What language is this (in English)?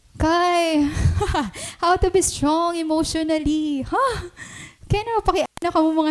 Waray